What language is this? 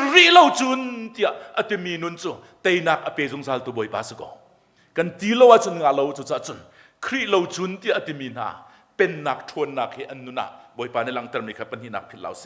Hakha Chin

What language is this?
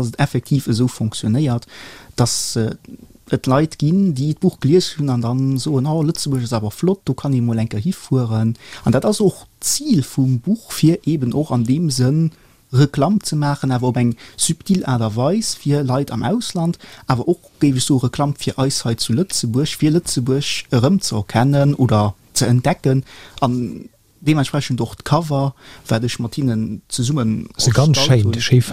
Luxembourgish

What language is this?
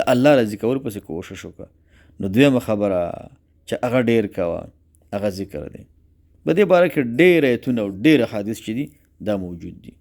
Pashto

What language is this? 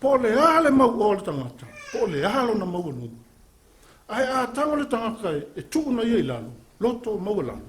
Samoan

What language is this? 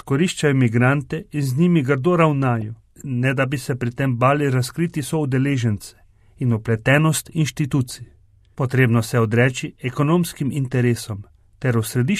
Slovenian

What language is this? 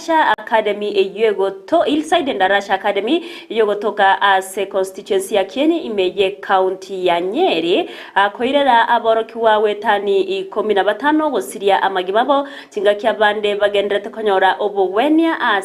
Gusii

